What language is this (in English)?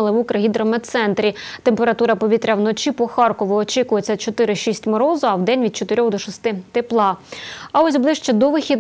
Ukrainian